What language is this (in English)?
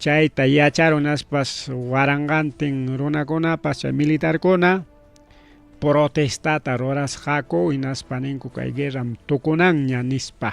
Ayacucho Quechua